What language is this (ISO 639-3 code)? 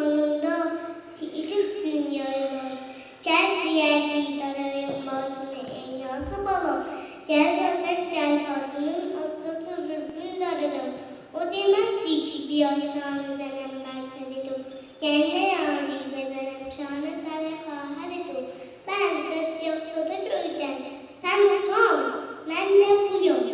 azb